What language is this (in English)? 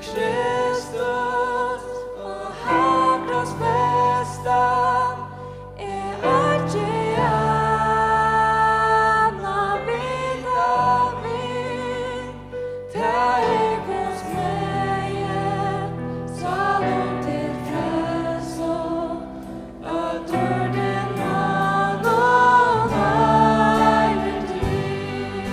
Faroese